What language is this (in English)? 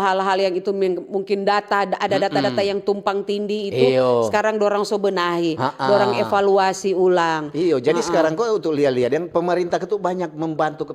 Manado Malay